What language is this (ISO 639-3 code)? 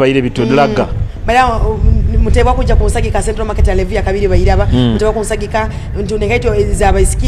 nyo